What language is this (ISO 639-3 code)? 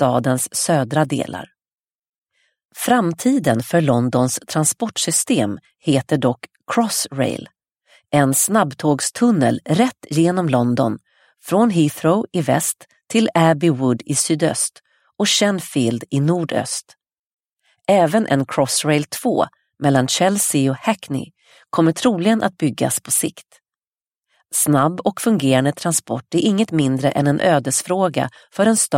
swe